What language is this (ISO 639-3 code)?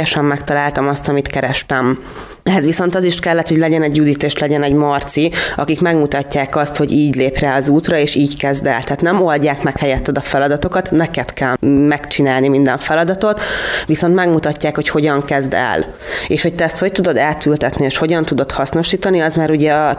hun